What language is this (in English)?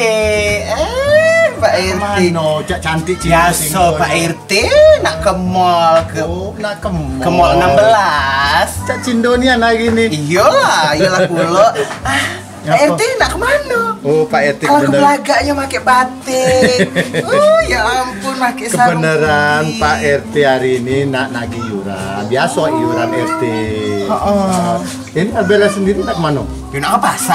Musi